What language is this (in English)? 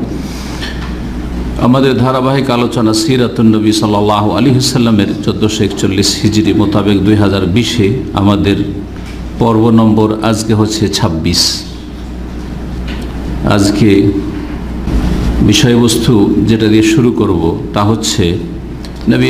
Bangla